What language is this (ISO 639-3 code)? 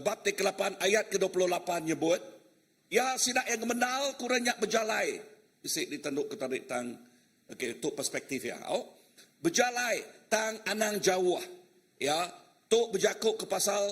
iba